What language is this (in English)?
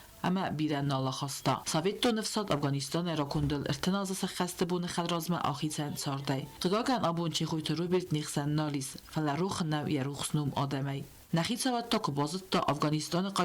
Ossetic